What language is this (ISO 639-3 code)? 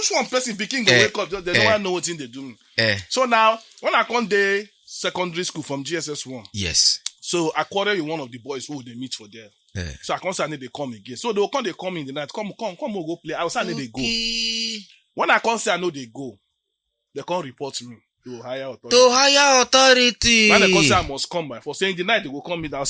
pcm